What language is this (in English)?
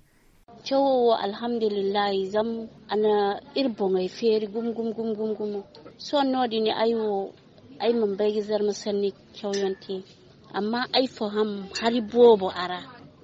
Zarma